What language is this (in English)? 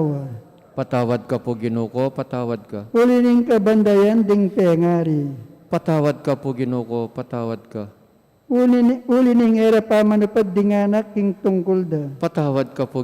Pampanga